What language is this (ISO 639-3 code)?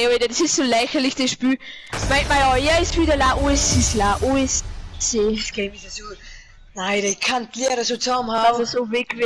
bar